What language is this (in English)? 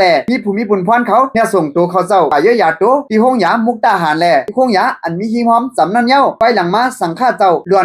Shan